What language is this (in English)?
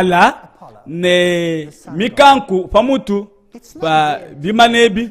Luba-Lulua